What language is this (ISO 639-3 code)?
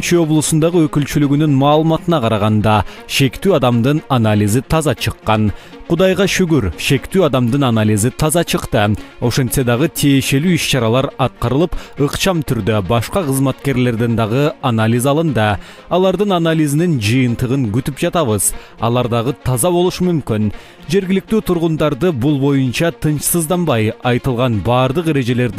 kir